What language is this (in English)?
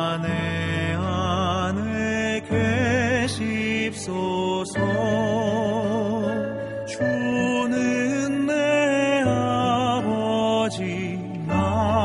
Korean